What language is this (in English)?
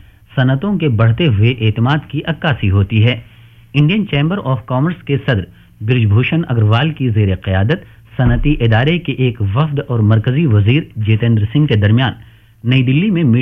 Urdu